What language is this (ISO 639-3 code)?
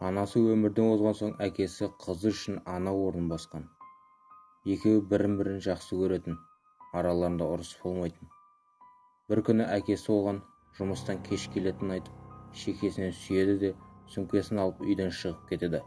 kaz